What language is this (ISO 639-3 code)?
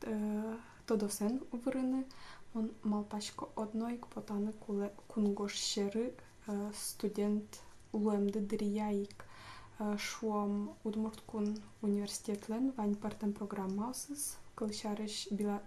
udm